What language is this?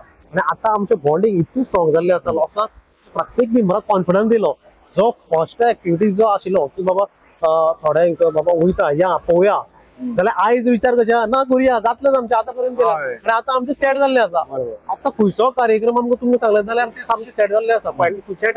Konkani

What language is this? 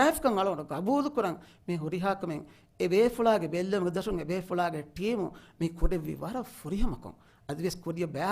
Divehi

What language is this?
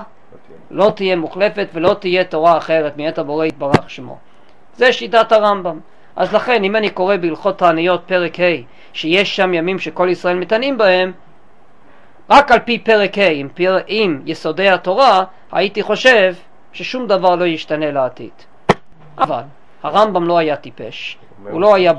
Hebrew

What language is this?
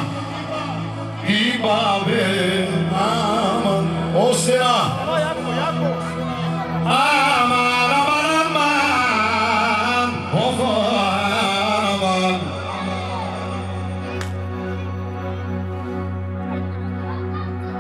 Bulgarian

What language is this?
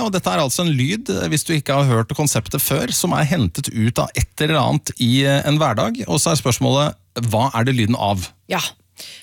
Norwegian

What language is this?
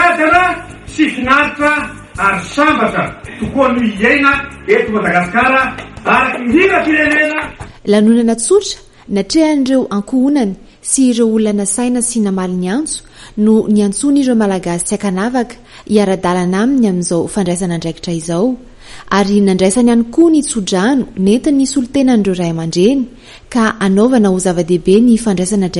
Malagasy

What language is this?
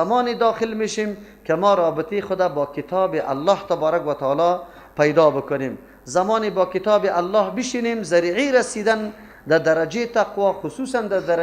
Persian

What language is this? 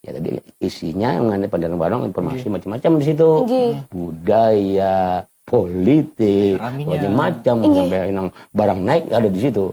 Banjar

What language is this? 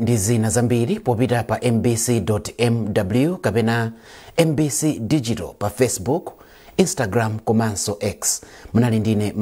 Nyanja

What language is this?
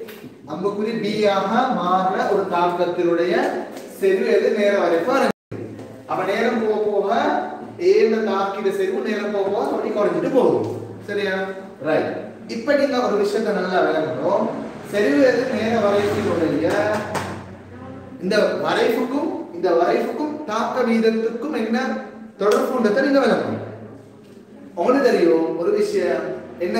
Tamil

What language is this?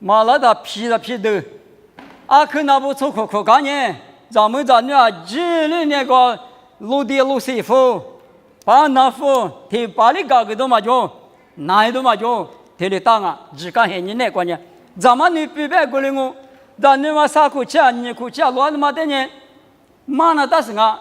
Lisu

